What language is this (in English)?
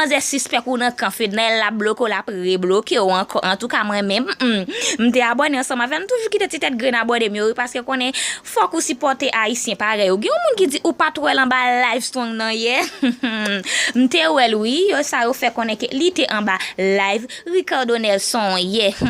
Haitian Creole